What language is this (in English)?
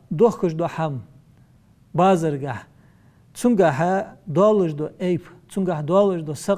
Ingush